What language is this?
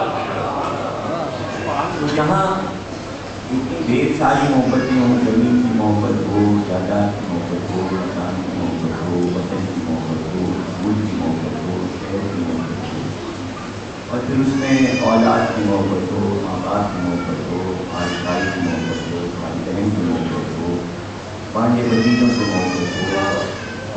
Urdu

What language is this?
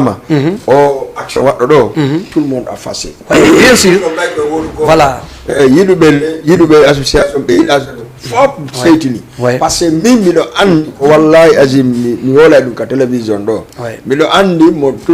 Fula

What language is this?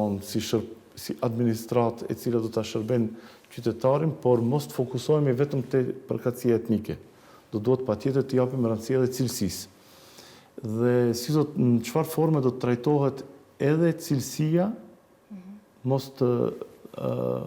Albanian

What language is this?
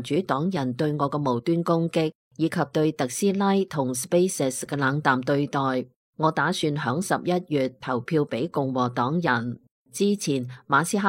Cantonese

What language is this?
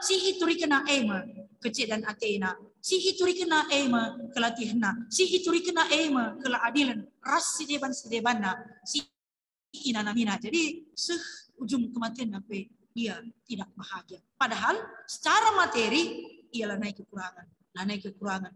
Batak Karo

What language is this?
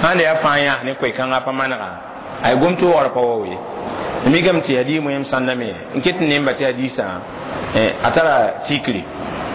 Mossi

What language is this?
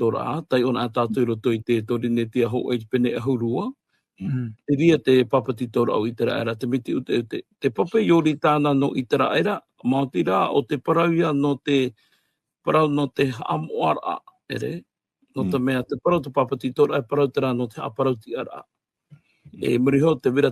Tahitian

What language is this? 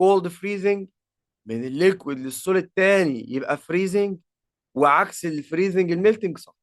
Egyptian Arabic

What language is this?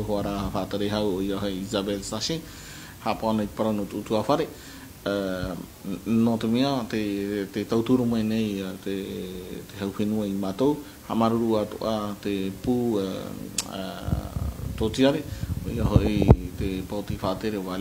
Tahitian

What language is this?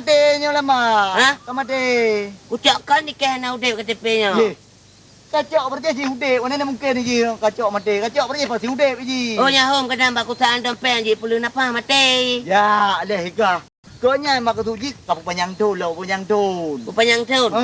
Achinese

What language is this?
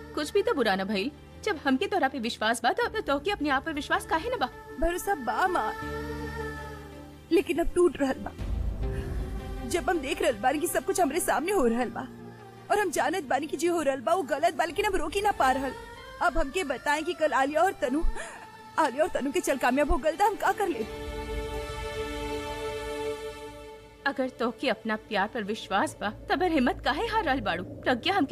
Bhojpuri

